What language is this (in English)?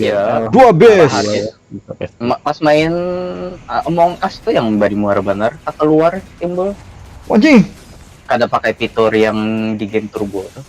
Banjar